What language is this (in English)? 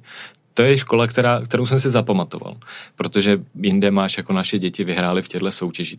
Czech